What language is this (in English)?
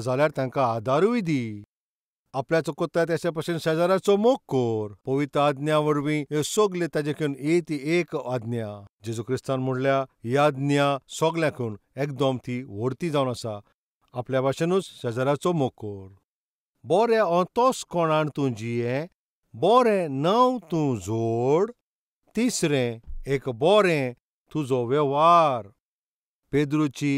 Konkani